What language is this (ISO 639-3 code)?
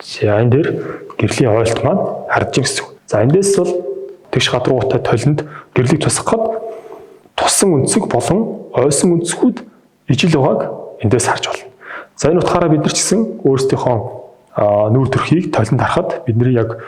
mon